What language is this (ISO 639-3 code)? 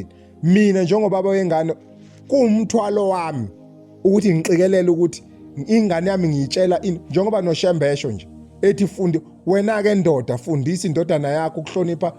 zul